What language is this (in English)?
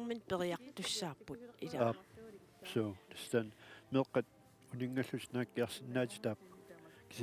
Kalaallisut